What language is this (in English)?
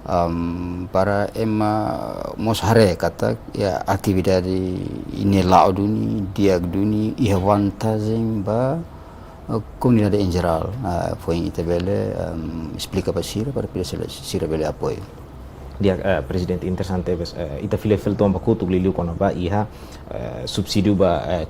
Tetum